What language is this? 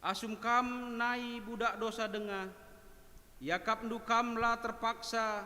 Batak Karo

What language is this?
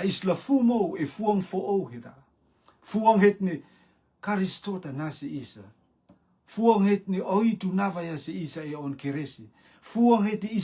Rotuman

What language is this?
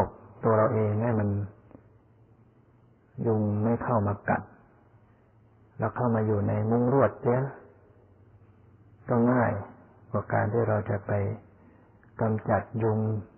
Thai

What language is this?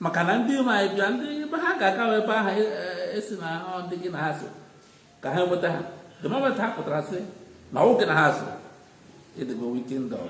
Igbo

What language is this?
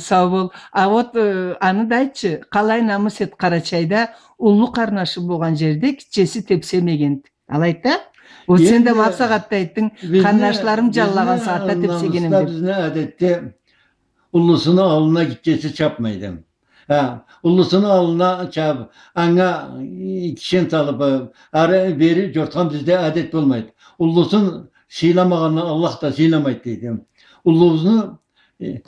Karachay-Balkar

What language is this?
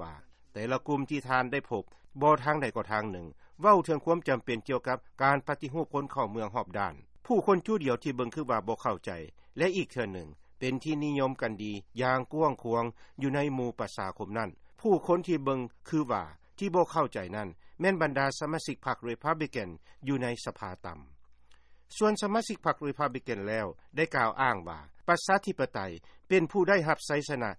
Lao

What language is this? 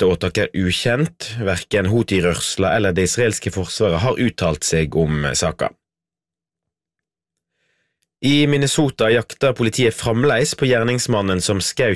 Norwegian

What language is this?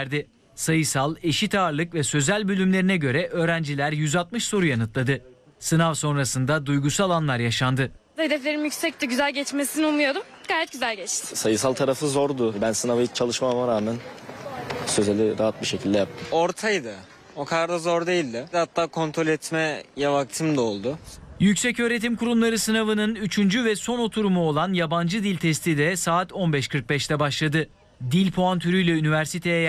Turkish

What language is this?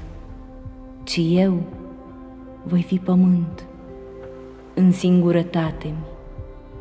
Romanian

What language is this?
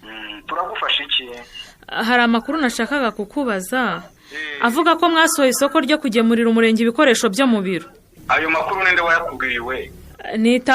Kinyarwanda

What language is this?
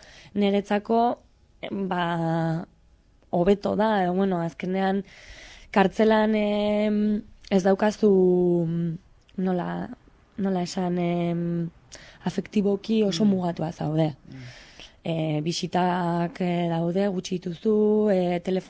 Basque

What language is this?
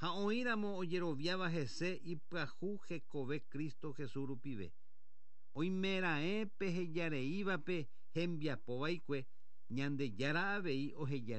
Guarani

